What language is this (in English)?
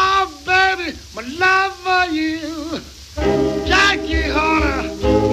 Bulgarian